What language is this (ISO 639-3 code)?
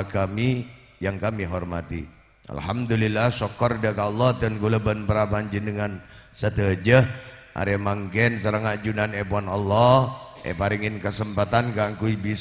mad